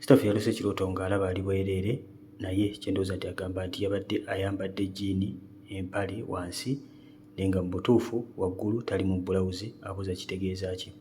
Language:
Ganda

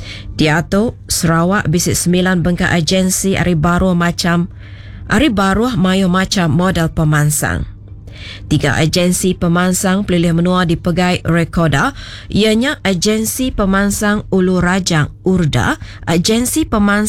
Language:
Iban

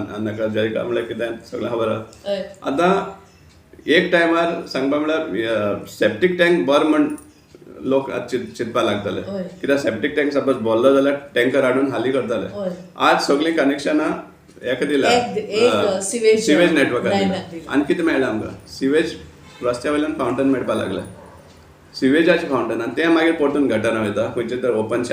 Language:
Konkani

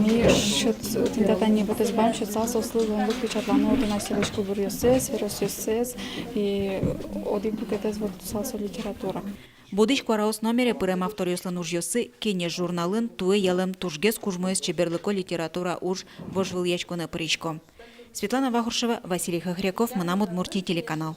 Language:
Udmurt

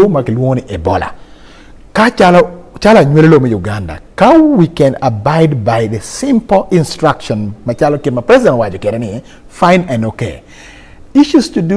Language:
Acoli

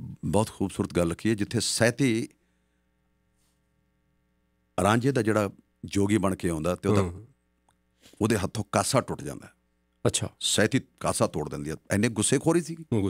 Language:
Punjabi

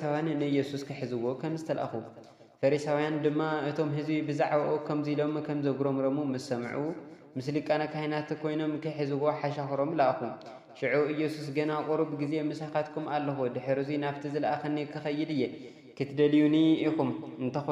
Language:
Tigrinya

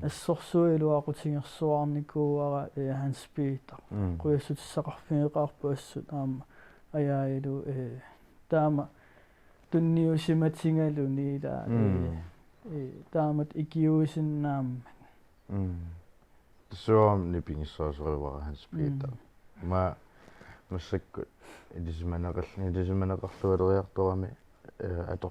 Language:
Kalaallisut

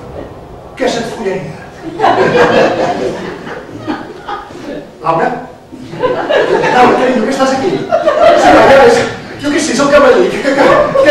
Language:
Catalan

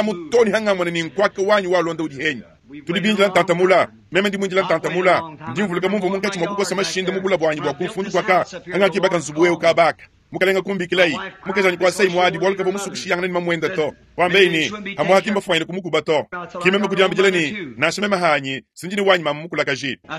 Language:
Luba-Lulua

